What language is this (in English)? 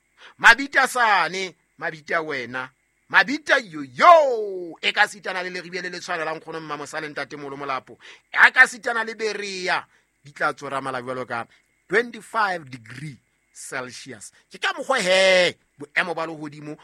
Southern Sotho